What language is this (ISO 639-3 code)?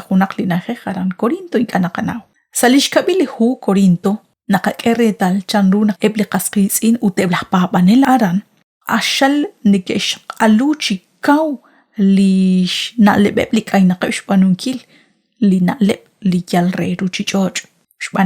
kek